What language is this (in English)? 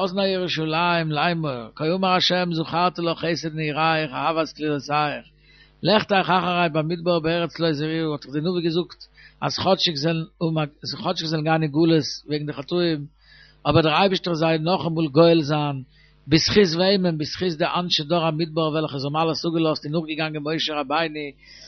Yiddish